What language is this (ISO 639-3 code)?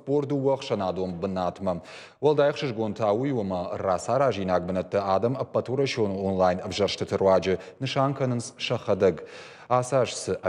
oss